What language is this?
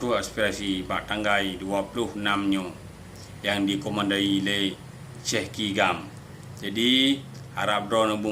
Achinese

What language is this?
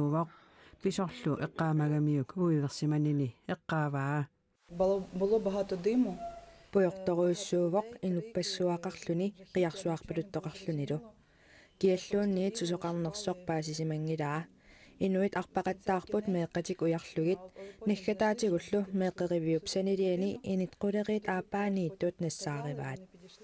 Kalaallisut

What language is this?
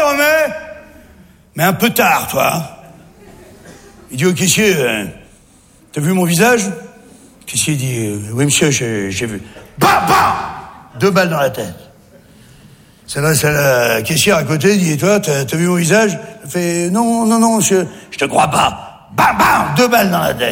French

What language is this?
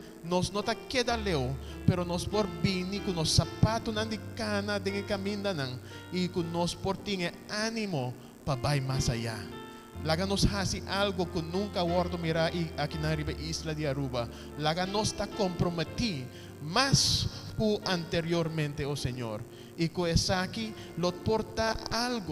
Papiamento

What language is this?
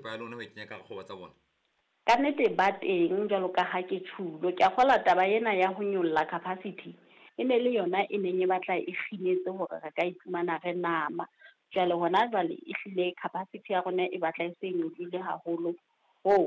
Southern Sotho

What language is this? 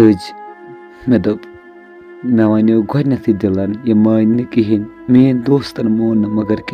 Kashmiri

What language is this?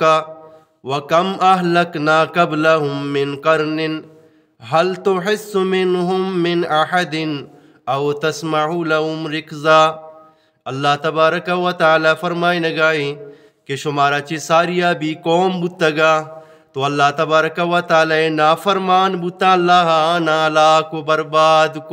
Eastern Balochi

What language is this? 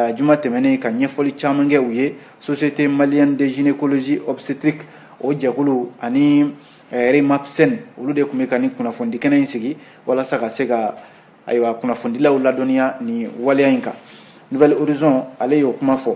Bambara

